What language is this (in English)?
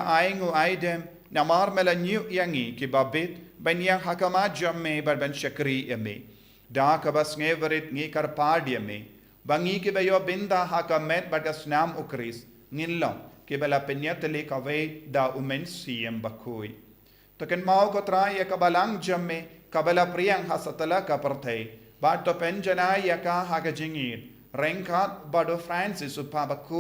Khasi